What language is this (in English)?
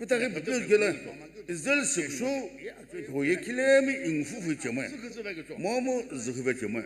Sumi Naga